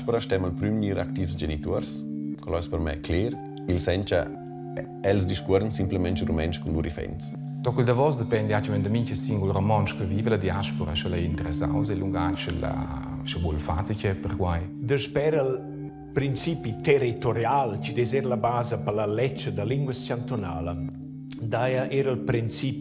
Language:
Romansh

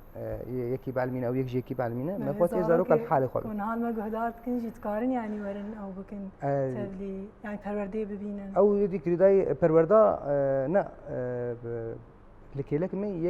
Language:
Kurdish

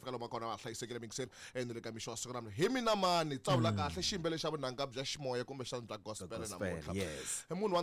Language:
Tsonga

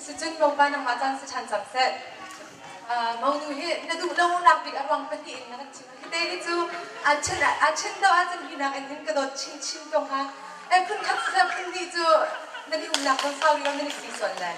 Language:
Hakha Chin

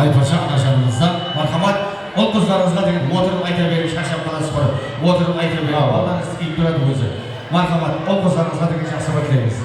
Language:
Kara-Kalpak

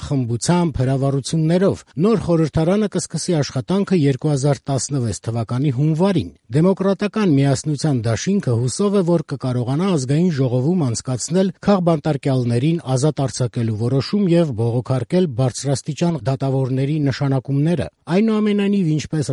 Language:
Armenian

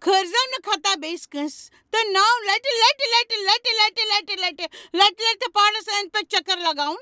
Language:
Kashmiri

